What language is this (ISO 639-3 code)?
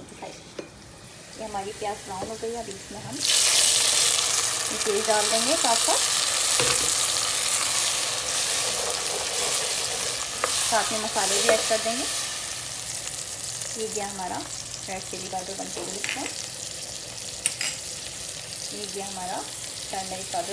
hin